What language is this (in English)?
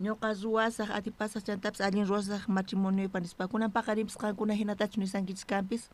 South Bolivian Quechua